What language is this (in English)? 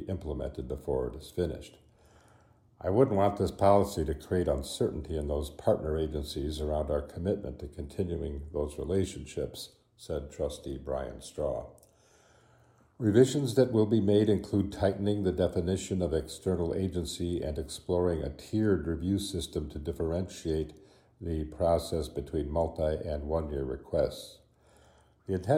English